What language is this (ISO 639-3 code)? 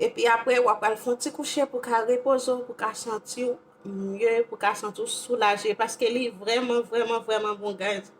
hat